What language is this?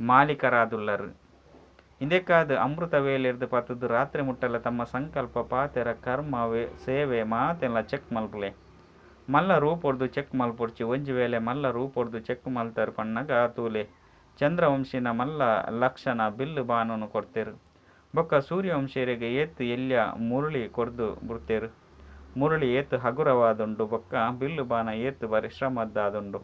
Tulu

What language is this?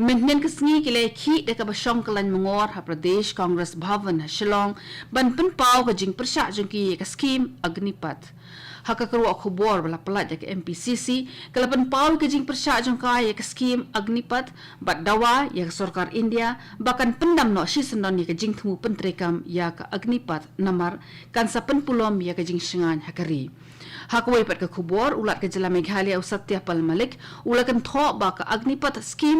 Khasi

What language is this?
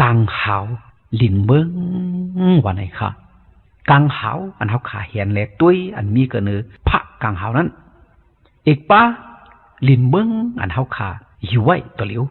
Shan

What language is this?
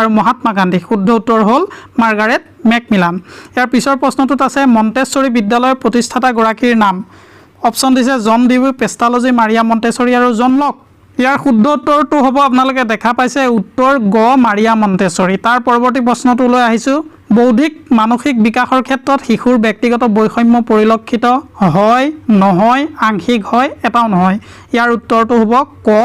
Assamese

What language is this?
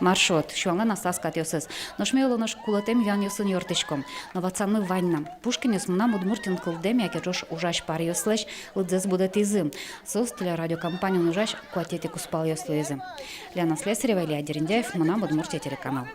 Udmurt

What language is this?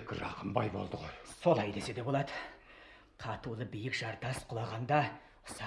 Kazakh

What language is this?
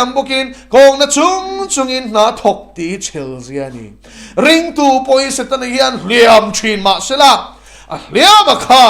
Mizo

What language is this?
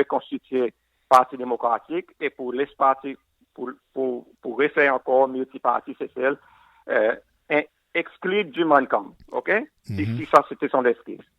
Seselwa Creole French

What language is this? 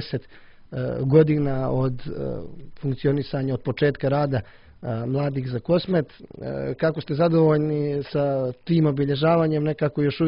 Croatian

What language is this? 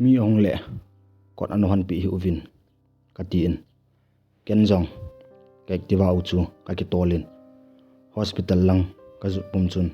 Thado Chin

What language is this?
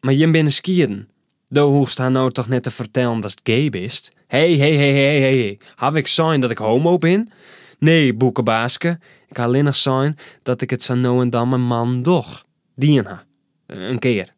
Western Frisian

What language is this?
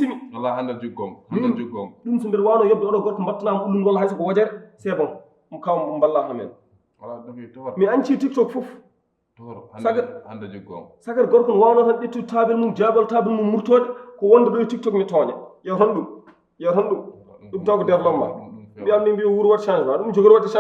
Fula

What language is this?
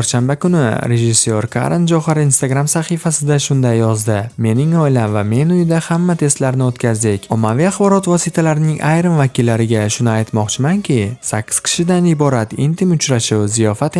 Uzbek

